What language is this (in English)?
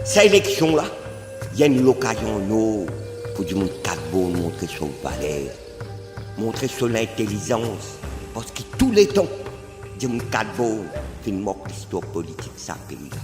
Morisyen